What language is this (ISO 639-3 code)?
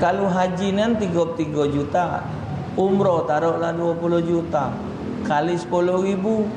mui